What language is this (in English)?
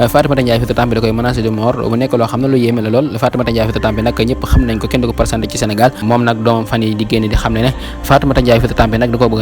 Wolof